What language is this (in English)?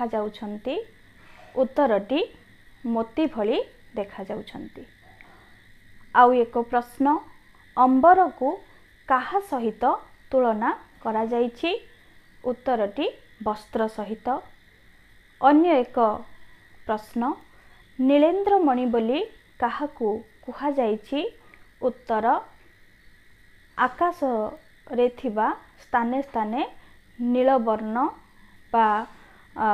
Odia